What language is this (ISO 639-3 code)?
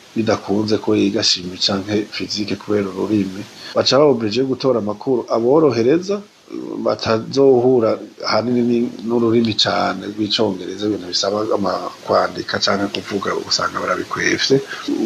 run